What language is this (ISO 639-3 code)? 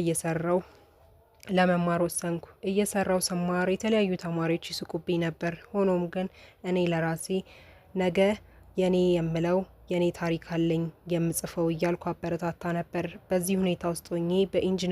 amh